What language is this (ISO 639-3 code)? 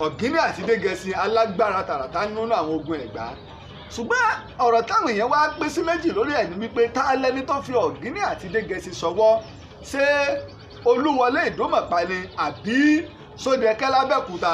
yor